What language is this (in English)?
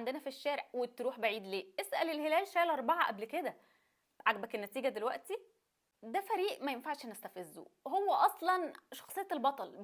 Egyptian Arabic